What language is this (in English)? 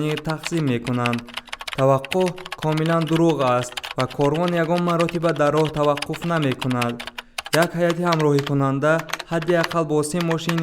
Tajik